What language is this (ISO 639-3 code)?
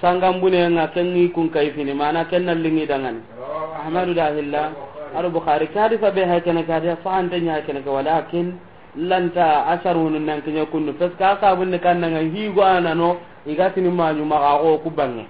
snk